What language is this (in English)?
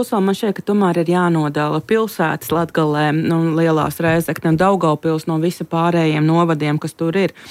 Latvian